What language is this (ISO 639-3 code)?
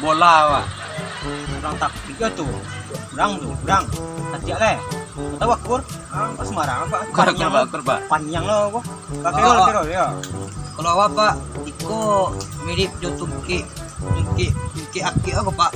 min